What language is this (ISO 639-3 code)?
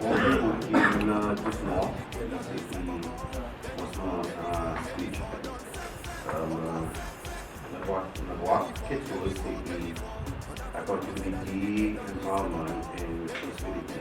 crs